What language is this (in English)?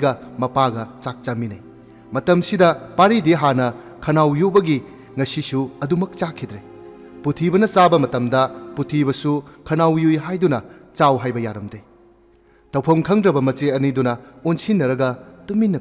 Manipuri